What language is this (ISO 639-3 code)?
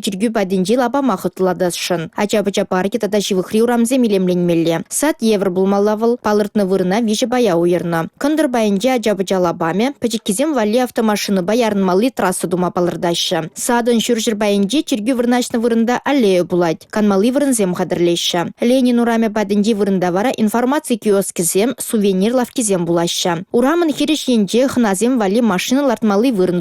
chv